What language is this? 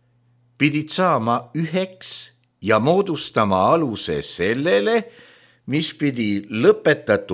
Estonian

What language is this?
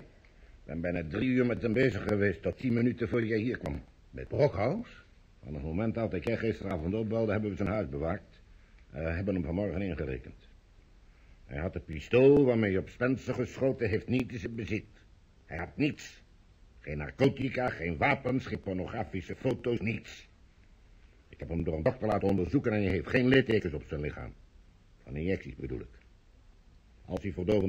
Dutch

